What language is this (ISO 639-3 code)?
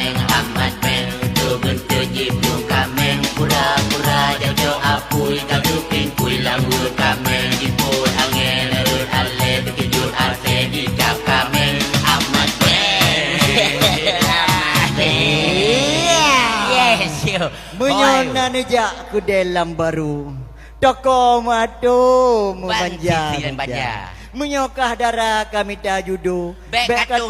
ace